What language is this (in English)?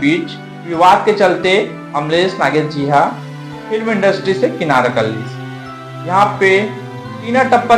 Chhattisgarhi